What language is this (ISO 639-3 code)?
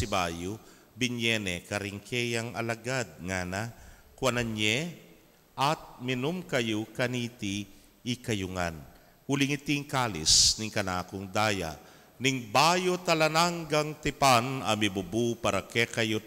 pam